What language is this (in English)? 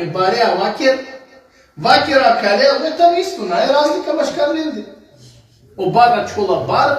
Balkan Romani